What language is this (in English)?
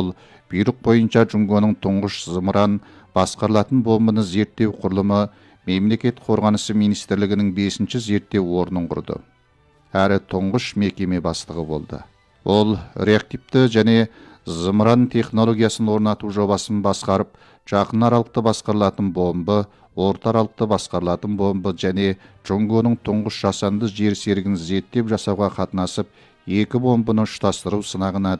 Kazakh